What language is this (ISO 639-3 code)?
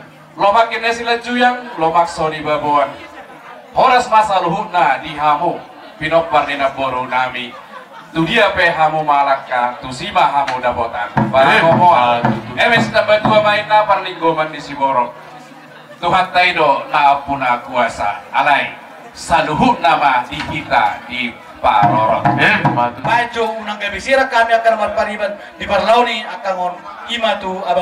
bbc